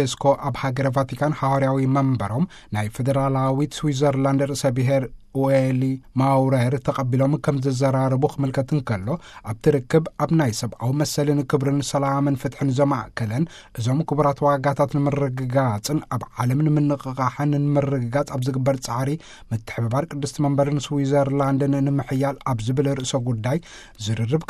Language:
Tigrinya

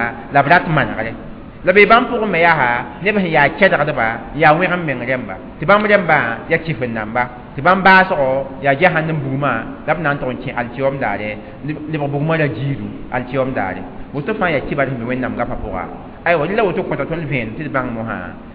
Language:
Mossi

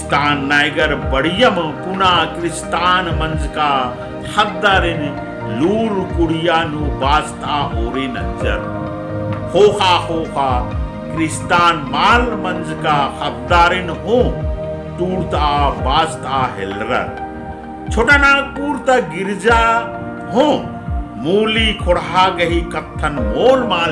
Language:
Kurukh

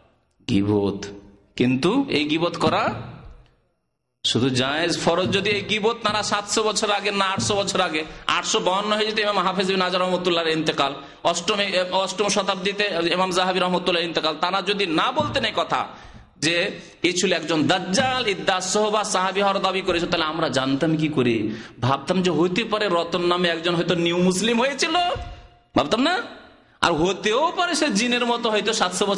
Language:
Bangla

